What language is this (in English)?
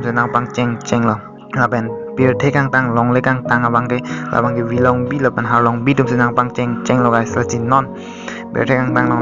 Karbi